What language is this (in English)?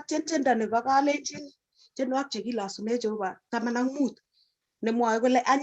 Kalenjin